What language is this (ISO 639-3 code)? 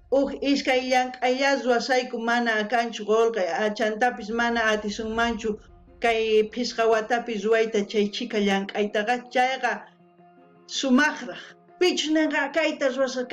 quh